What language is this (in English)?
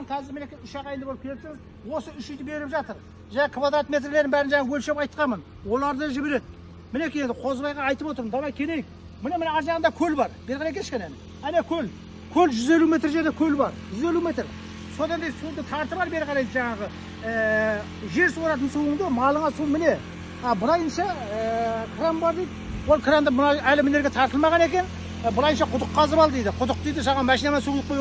Kazakh